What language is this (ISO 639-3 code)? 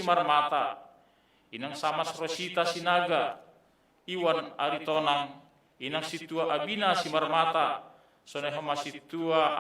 bts